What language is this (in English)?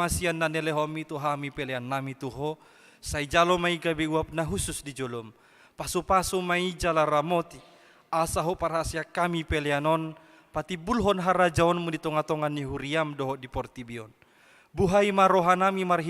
Batak Toba